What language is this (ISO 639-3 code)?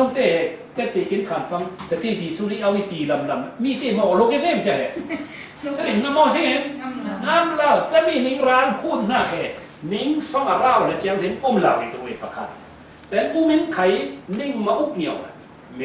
cfm